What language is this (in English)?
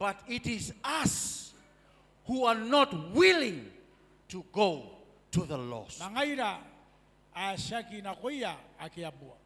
Gilbertese